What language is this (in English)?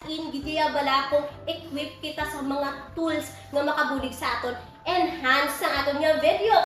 Hiligaynon